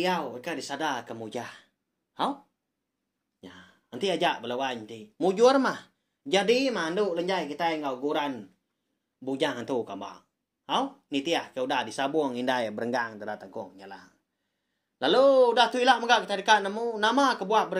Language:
Iban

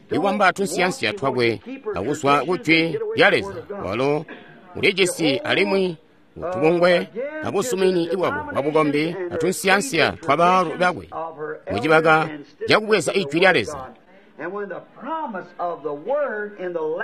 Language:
Tonga (Zambia)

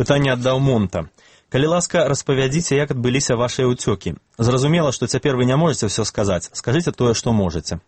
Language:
Belarusian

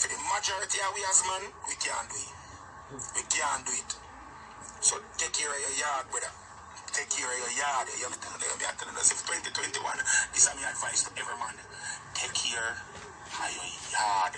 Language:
Jamaican Creole English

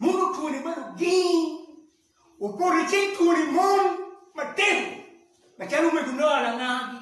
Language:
Acoli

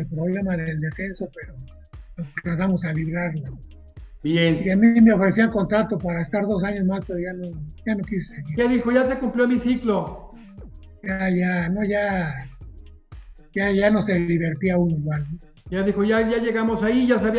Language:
Spanish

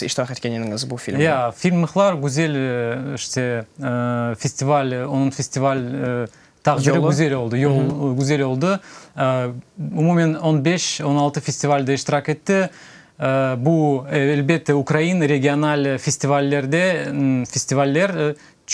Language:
Crimean Tatar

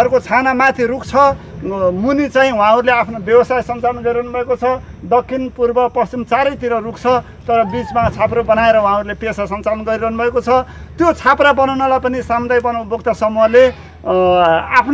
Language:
Nepali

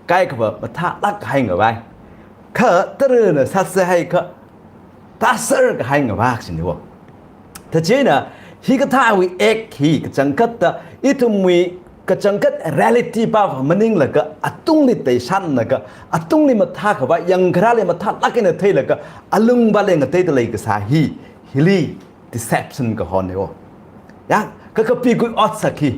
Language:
Tangkhul Naga (India)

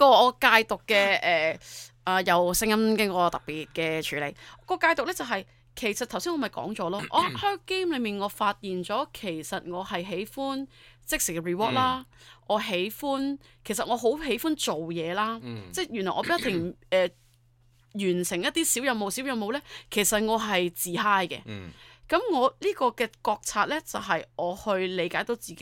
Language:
Cantonese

